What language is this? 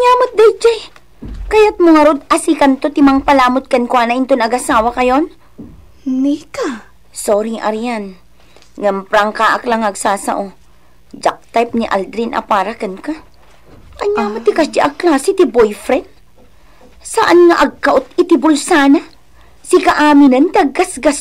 Iloko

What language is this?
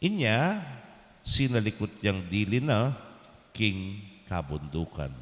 Pampanga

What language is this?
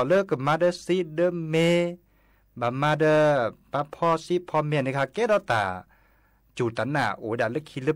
S'gaw Karen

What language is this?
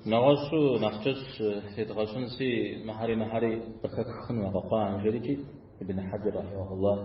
Kabardian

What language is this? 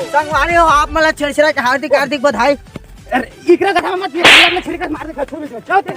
Chhattisgarhi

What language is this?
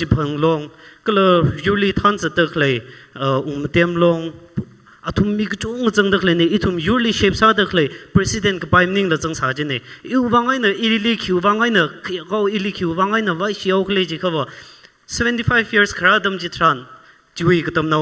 Tangkhul Naga (India)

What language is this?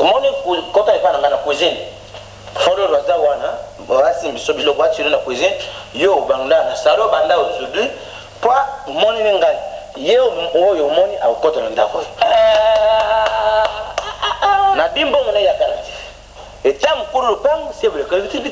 Lingala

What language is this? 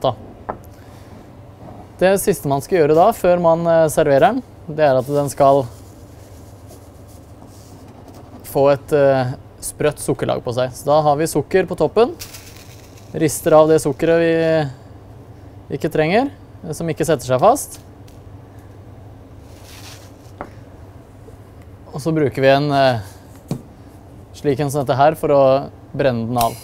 Norwegian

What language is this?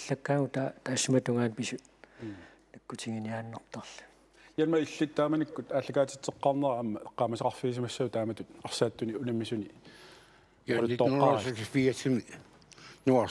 Kalaallisut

